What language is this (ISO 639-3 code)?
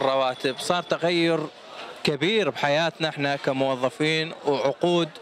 acm